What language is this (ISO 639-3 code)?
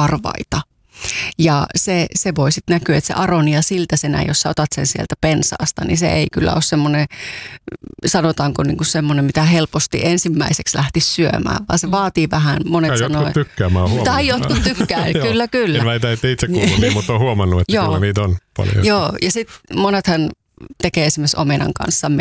fin